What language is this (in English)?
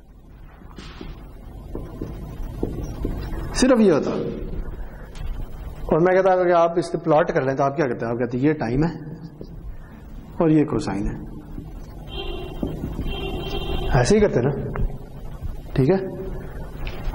Urdu